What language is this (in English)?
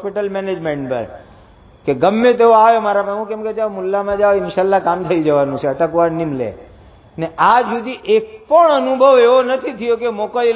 Gujarati